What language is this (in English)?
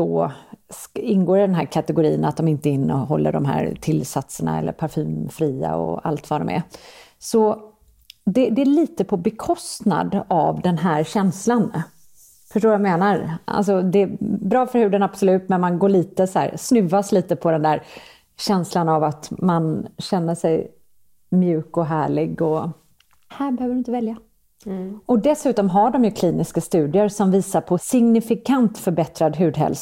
Swedish